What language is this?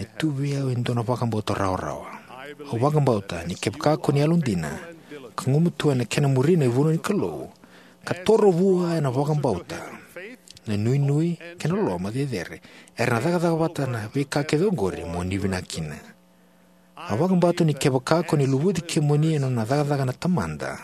Fijian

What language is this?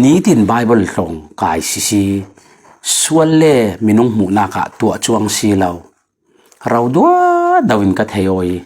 Falam Chin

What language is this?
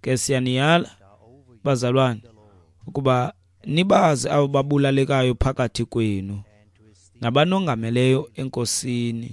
Xhosa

